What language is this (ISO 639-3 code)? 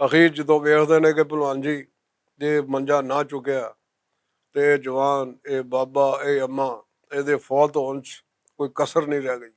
lah